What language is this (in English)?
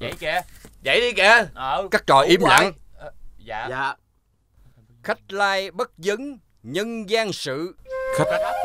Vietnamese